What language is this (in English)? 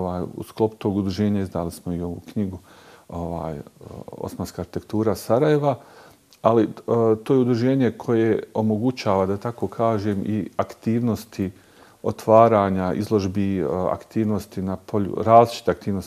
Bosnian